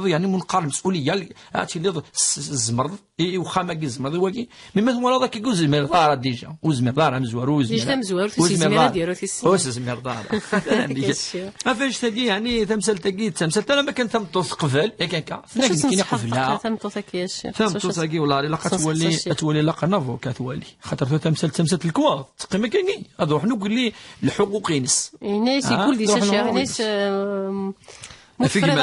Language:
Kabyle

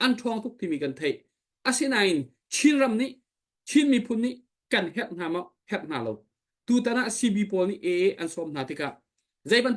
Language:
Hakha Chin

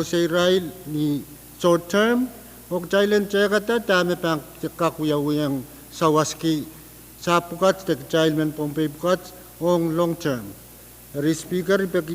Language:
Pohnpeian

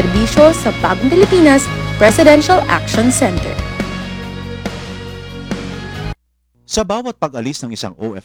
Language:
Filipino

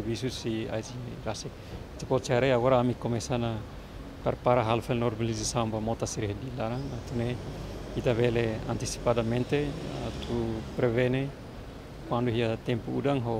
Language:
Tetum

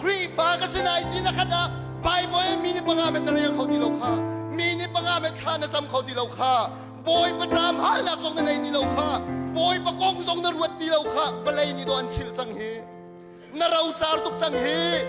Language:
Hakha Chin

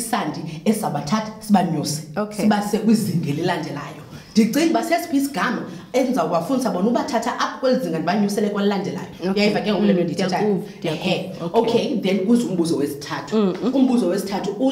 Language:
Xhosa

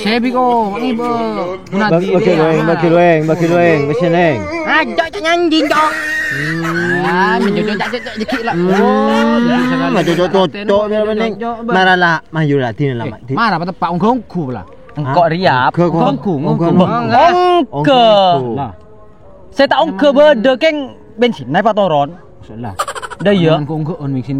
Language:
Madurese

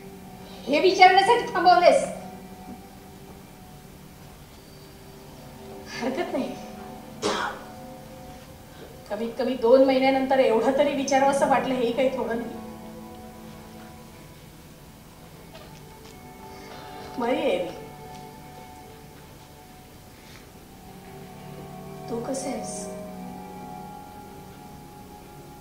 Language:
Marathi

